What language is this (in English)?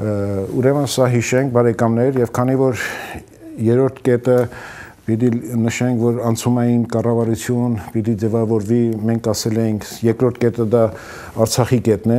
Armenian